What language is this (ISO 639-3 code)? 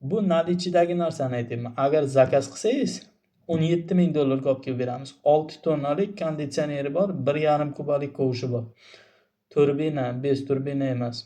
uzb